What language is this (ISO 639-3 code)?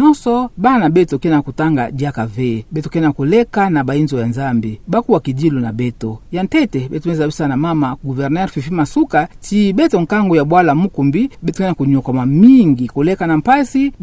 ktu